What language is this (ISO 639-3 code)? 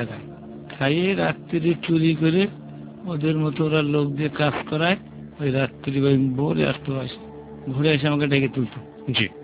ben